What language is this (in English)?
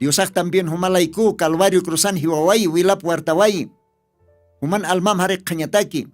Aymara